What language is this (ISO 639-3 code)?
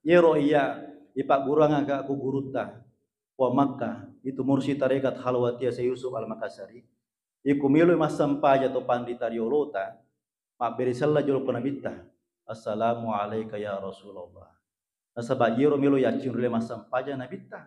bug